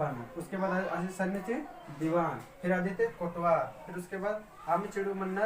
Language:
Kurukh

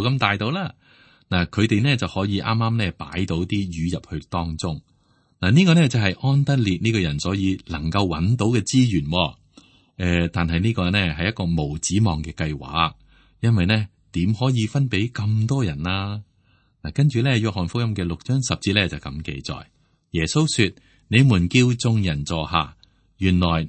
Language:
Cantonese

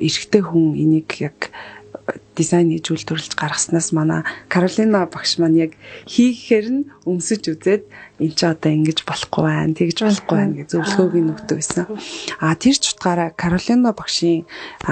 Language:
Mongolian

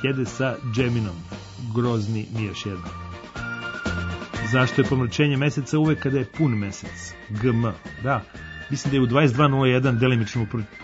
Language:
Serbian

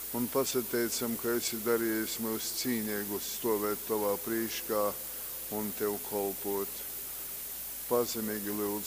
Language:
Latgalian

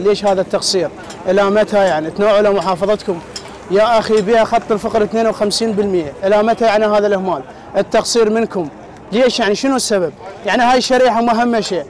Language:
Mesopotamian Arabic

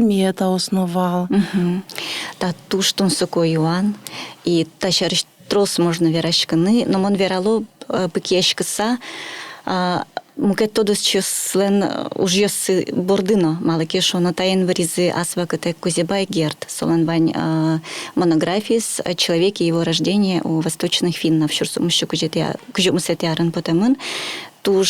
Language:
Udmurt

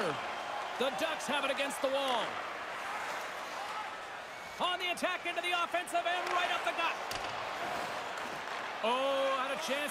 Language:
English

